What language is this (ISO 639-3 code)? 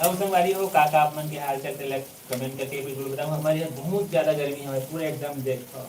hne